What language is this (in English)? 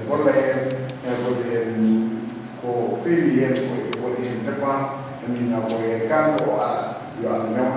Fula